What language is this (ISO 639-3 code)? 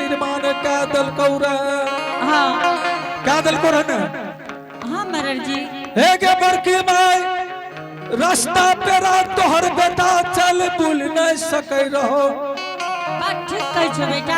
anp